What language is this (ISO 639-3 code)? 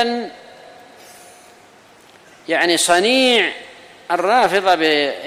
ara